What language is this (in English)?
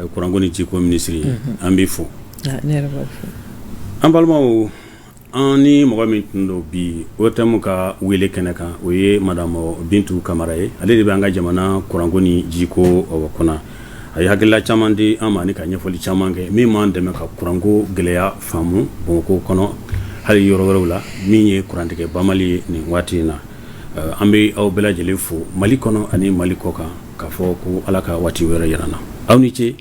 Bambara